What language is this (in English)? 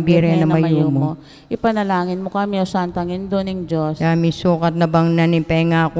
Pampanga